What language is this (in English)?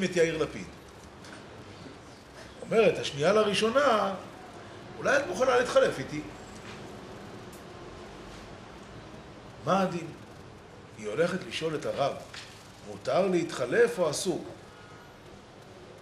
Hebrew